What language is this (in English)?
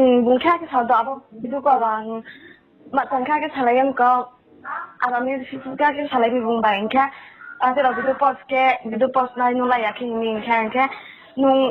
Riang (India)